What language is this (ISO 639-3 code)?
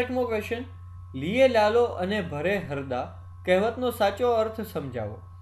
guj